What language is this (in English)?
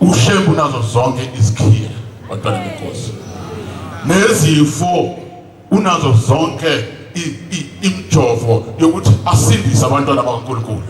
Zulu